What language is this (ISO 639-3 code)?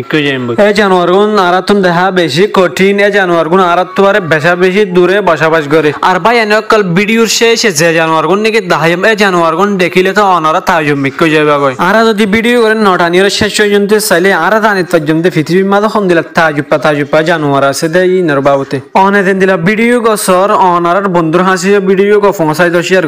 rhg